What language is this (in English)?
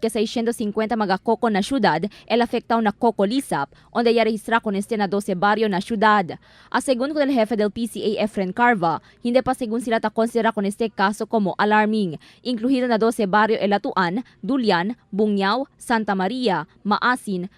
Chavacano